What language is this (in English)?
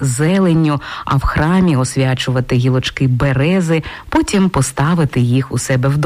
Ukrainian